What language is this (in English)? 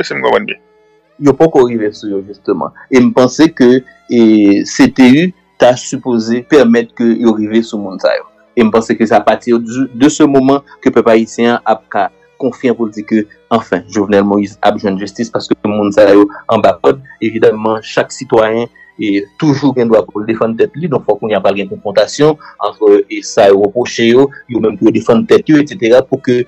Haitian Creole